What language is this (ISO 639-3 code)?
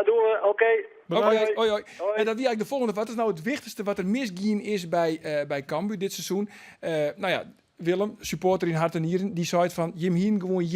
fry